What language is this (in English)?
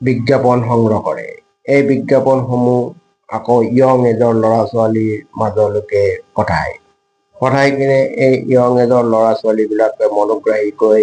Assamese